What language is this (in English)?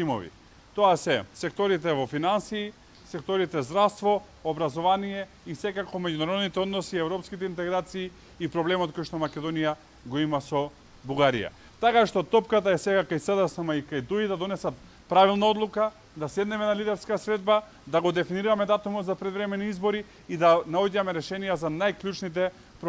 Macedonian